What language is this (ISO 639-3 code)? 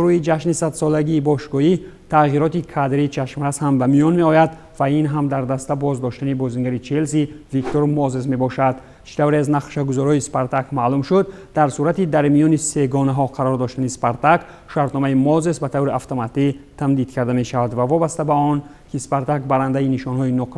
tgk